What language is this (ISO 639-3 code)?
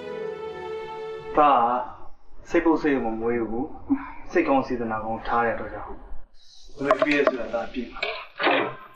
mya